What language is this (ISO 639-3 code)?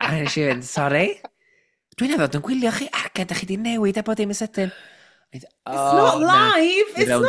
cym